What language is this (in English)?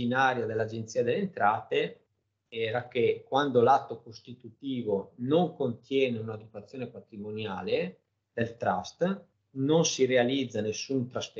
Italian